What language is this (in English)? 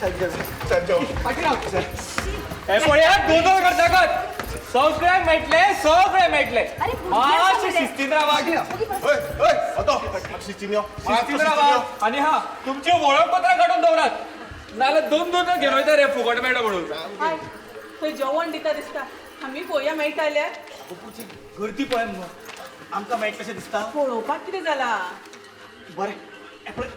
Konkani